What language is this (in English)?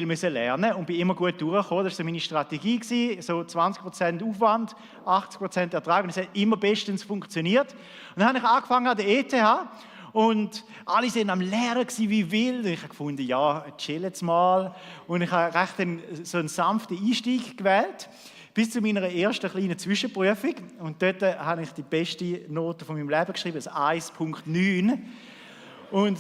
Swiss German